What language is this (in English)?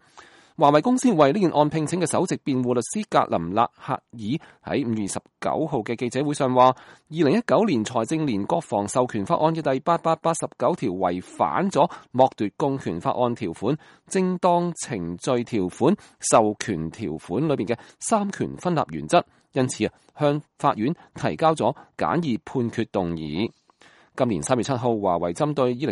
Cantonese